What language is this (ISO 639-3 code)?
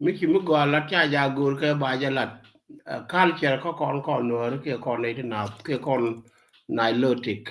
nus